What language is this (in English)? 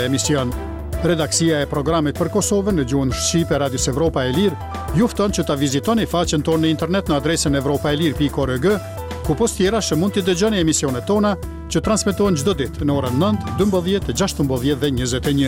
Albanian